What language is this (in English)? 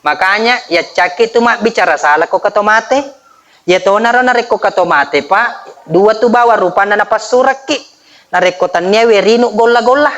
Buginese